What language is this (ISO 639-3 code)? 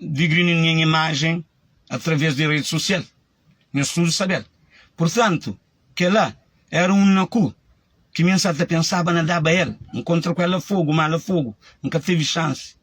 kea